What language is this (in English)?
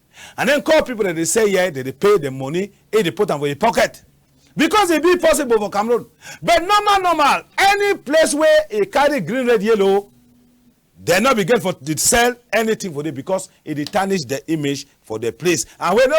Cameroon Pidgin